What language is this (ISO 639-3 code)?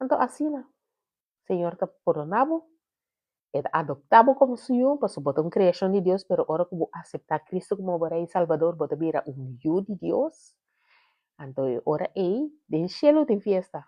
pap